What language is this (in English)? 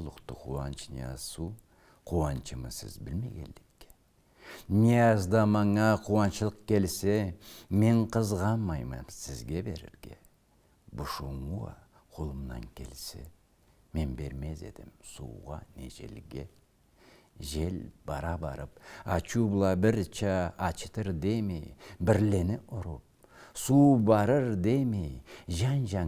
Karachay-Balkar